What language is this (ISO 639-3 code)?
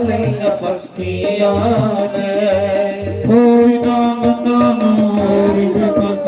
doi